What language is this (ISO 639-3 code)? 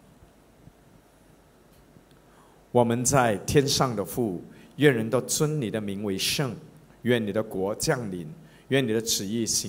zho